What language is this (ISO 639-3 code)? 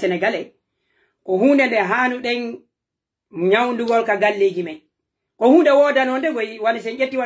fuf